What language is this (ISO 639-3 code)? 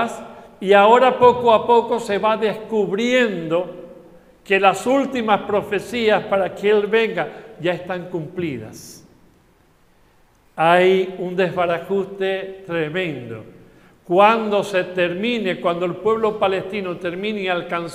spa